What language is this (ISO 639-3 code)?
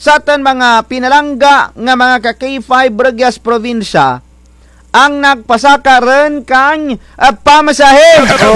krj